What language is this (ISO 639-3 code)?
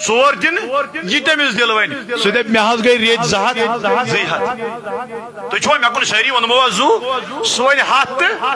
kas